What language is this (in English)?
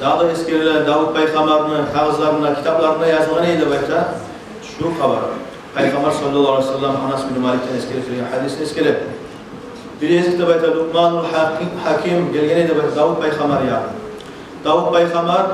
Kumyk